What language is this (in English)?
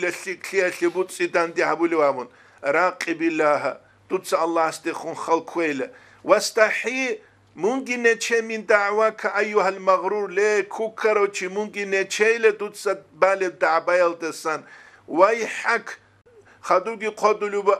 Avaric